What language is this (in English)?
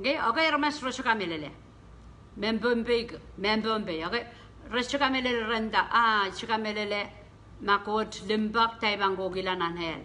Pohnpeian